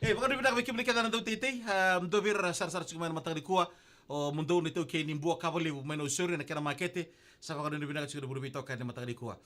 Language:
Fijian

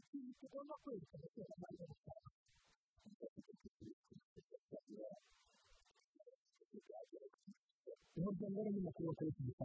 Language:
Kinyarwanda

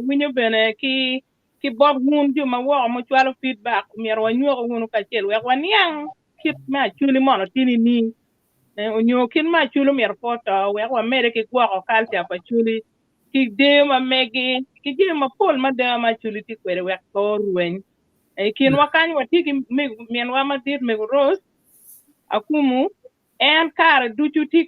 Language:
Acoli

